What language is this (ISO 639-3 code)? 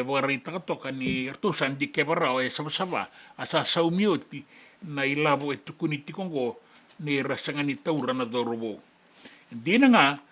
fij